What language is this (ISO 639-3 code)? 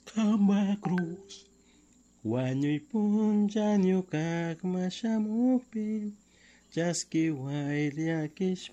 qug